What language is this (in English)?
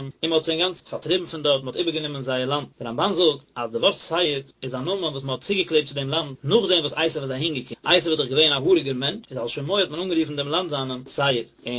Yiddish